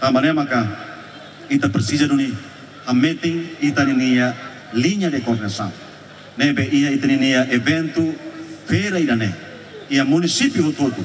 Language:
Tetum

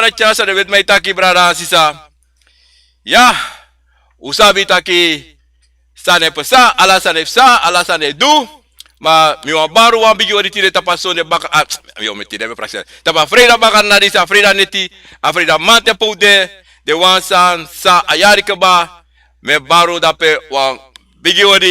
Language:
Sranan Tongo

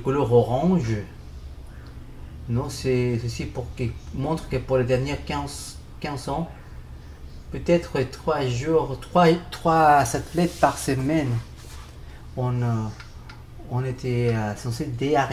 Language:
French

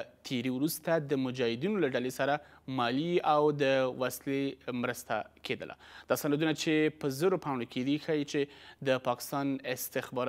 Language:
Pashto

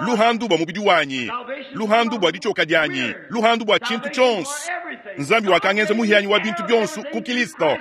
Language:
Luba-Lulua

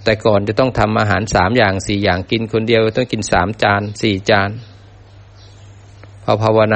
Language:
Thai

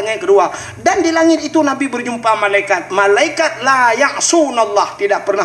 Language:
Achinese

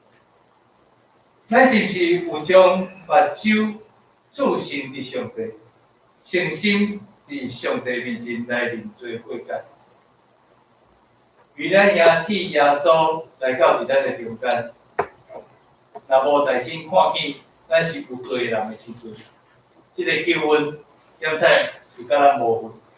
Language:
Min Nan Chinese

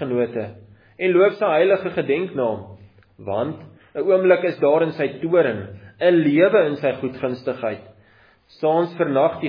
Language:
Afrikaans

